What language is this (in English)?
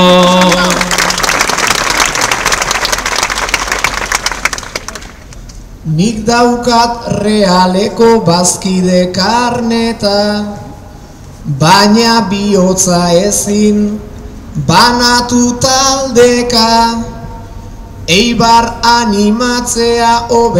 Basque